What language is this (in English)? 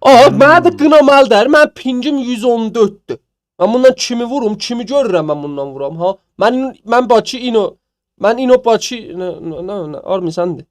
South Azerbaijani